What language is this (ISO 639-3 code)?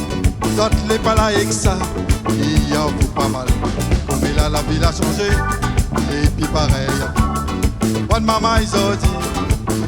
rcf